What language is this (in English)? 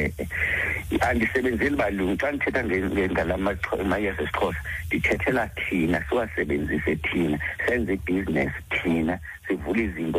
Xhosa